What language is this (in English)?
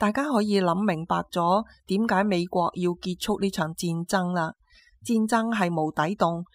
Cantonese